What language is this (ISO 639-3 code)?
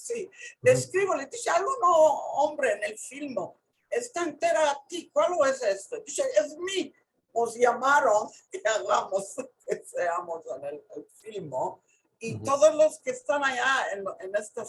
lad